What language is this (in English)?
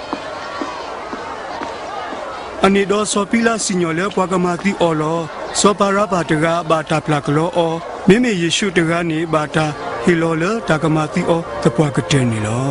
S'gaw Karen